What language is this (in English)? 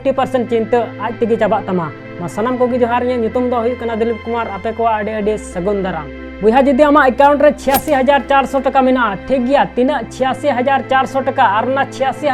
Santali